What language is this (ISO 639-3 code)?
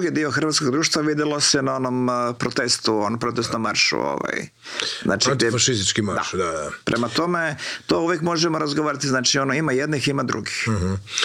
hrv